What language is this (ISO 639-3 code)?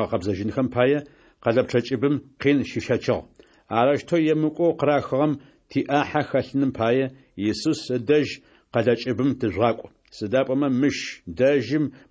ady